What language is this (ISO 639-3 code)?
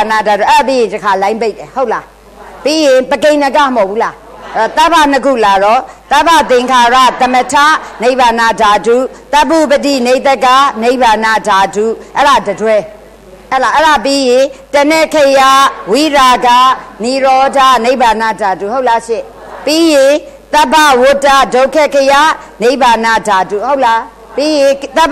mya